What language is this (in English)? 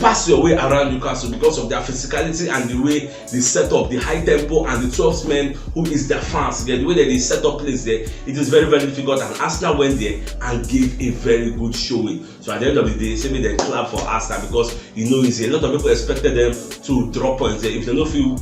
Nigerian Pidgin